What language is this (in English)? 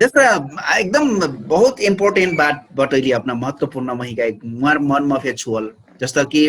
Dangaura Tharu